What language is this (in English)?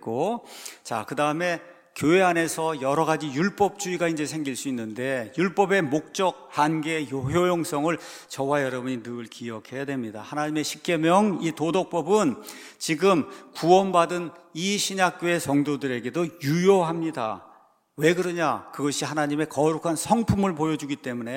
Korean